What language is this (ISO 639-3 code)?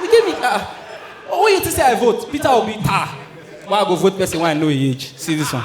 pcm